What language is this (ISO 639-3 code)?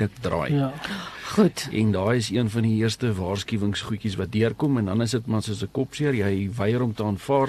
afr